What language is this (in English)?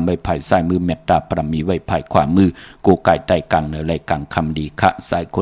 Shan